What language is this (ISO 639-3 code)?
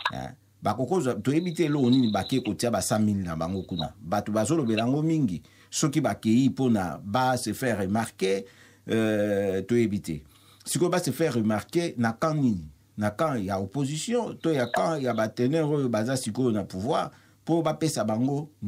lin